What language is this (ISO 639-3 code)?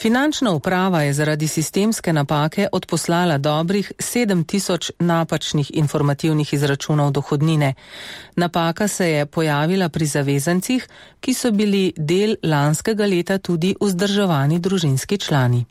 slv